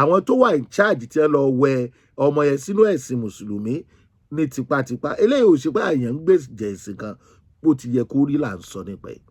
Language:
Yoruba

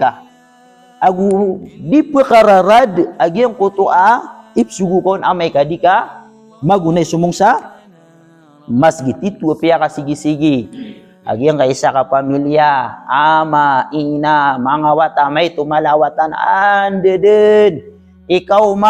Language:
Maranao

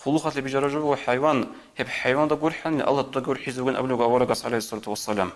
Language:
Avaric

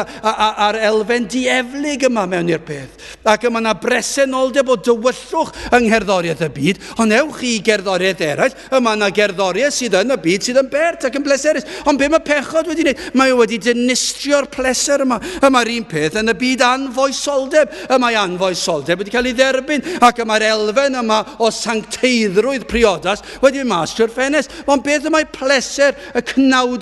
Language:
Welsh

